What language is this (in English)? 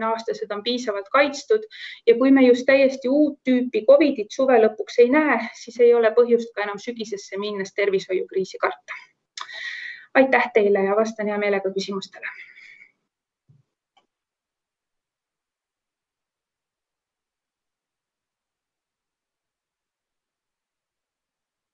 Estonian